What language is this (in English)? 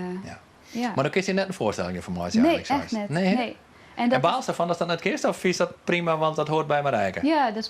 Western Frisian